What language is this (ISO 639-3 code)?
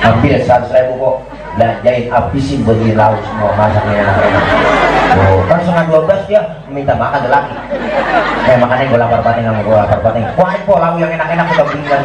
bew